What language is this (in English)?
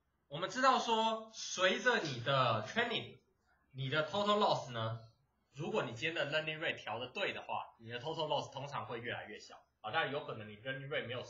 Chinese